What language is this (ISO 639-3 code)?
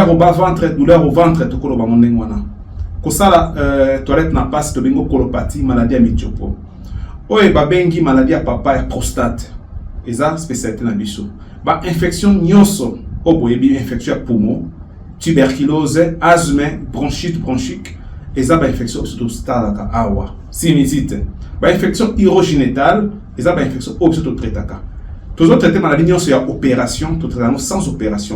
lin